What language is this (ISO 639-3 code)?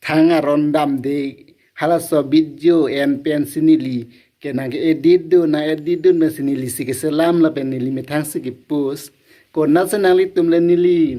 mjw